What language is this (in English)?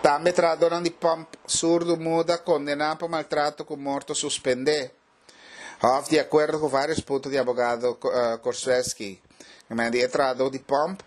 Papiamento